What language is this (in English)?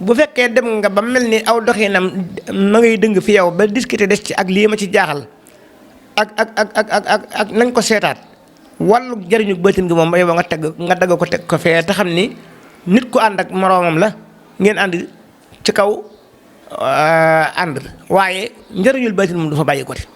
Wolof